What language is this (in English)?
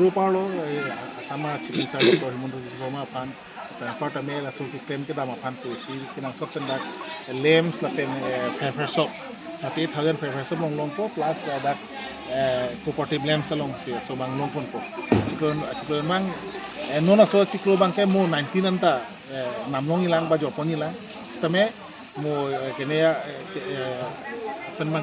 Karbi